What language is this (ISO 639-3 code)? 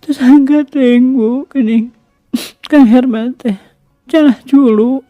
sun